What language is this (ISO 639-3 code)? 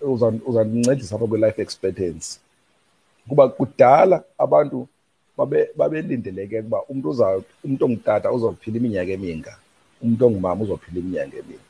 xho